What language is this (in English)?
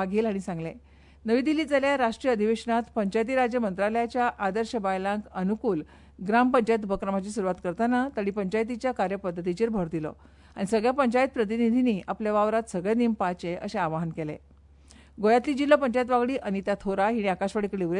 Konkani